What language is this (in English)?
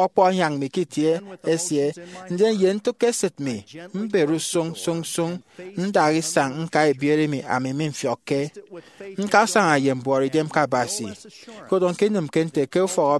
Efik